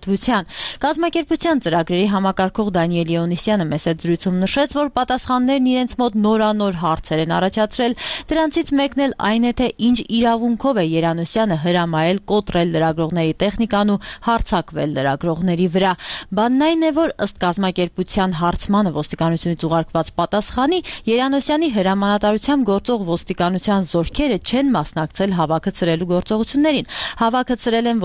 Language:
Armenian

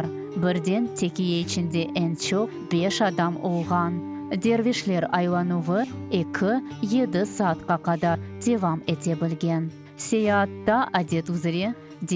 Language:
Crimean Tatar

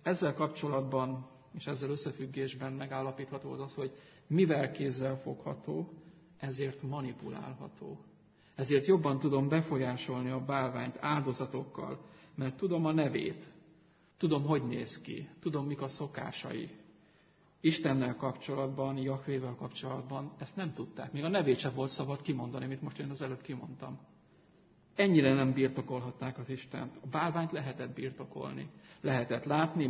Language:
Hungarian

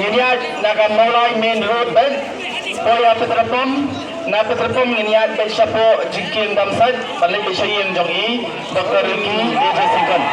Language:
Khasi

